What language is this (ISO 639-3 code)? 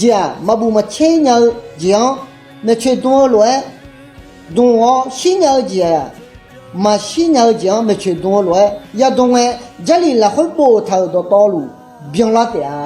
ahk